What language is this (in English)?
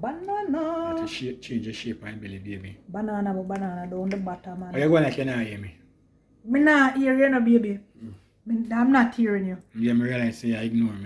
Jamaican Creole English